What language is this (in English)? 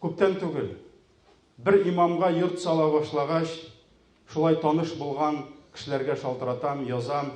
Tatar